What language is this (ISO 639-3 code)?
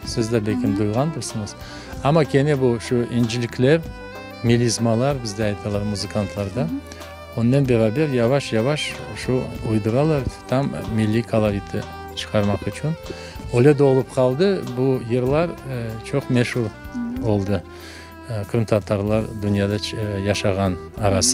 crh